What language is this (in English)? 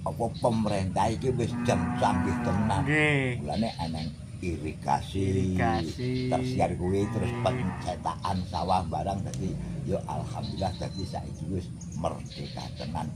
Javanese